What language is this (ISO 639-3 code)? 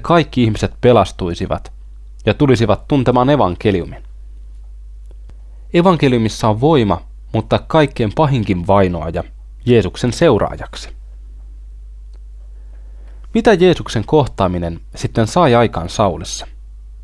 fin